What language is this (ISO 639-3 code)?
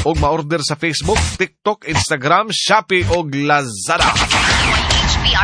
fil